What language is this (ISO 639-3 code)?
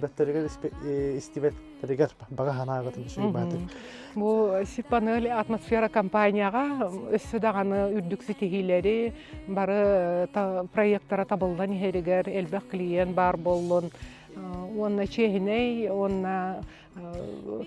sah